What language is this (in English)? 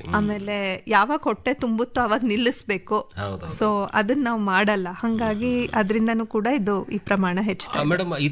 Kannada